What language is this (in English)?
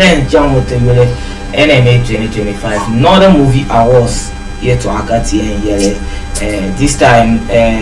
Dagbani